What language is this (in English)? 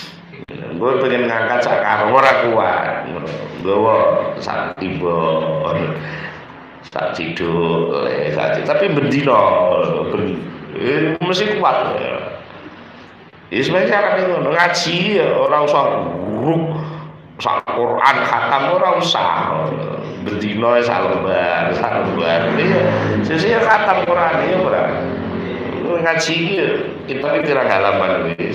Javanese